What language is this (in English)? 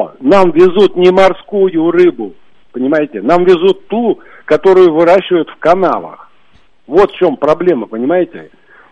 Russian